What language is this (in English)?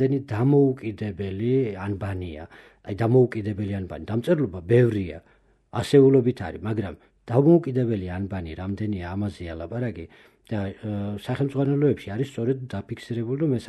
Georgian